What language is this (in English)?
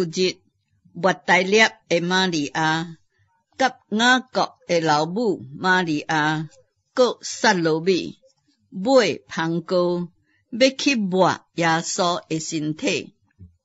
Min Nan Chinese